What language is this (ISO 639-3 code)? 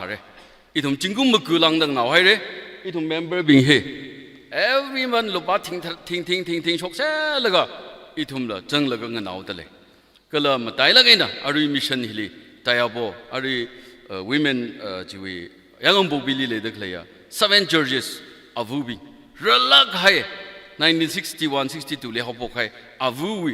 nmf